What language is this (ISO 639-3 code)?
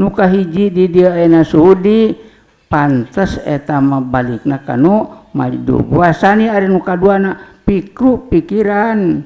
sun